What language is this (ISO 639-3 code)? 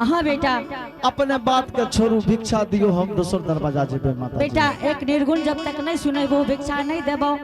anp